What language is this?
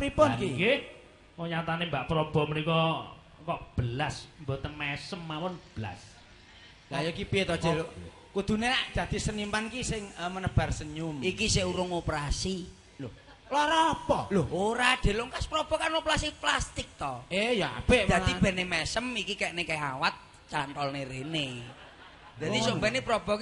Javanese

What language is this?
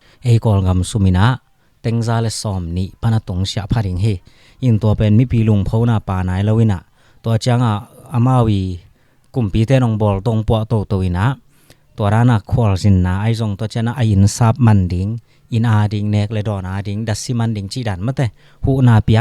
Tedim Chin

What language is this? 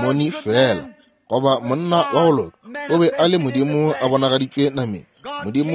Northern Sotho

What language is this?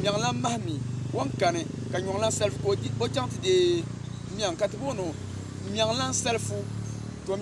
Dagbani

